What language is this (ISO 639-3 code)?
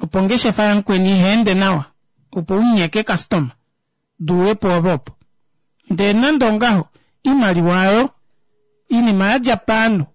kua